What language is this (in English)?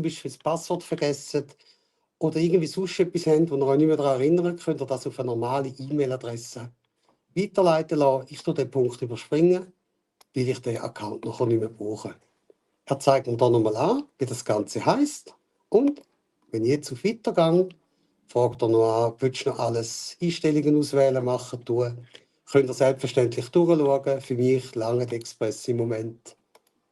Swiss German